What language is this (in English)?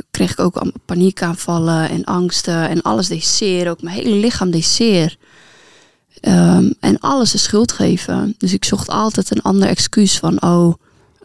Dutch